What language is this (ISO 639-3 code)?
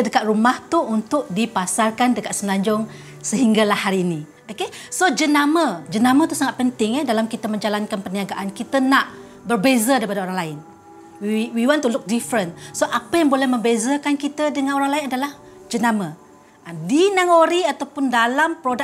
msa